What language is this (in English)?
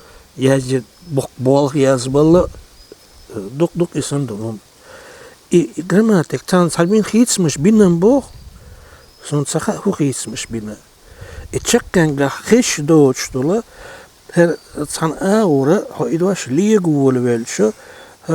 Chechen